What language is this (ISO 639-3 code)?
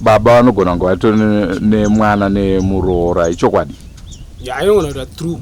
sna